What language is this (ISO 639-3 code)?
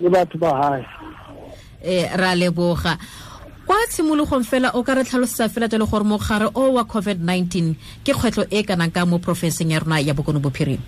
tsn